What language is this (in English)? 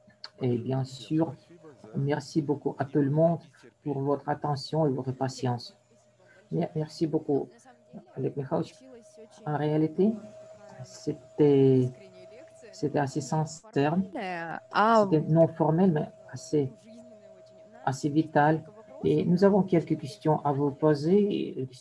French